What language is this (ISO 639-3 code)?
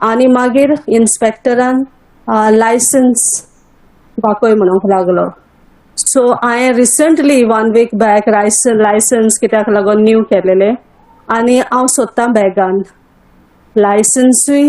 kok